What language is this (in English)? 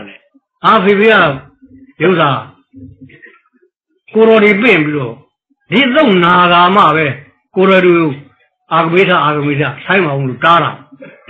Burmese